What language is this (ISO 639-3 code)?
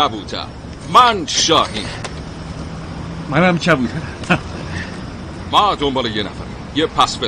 fas